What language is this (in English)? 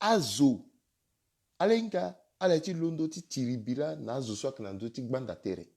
Sango